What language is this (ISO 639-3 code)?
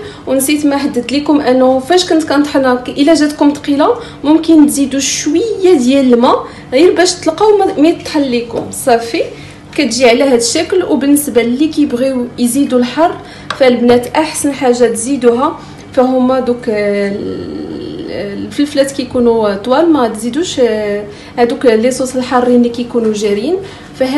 ary